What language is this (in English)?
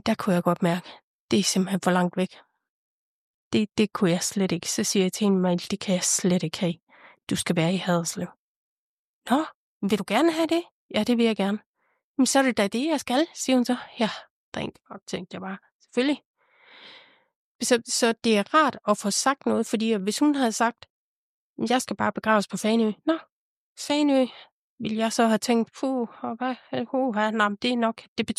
Danish